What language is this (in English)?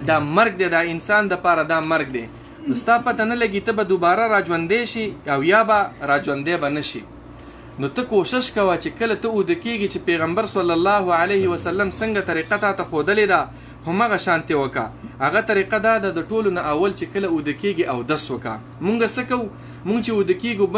Pashto